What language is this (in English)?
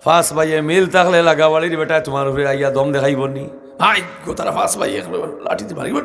Sylheti